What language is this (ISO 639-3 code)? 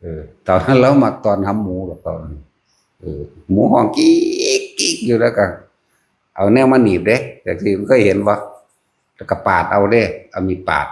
tts